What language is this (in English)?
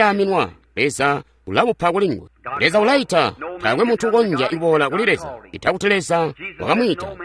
Tonga (Zambia)